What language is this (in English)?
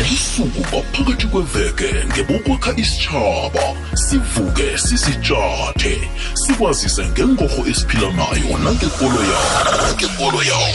South Ndebele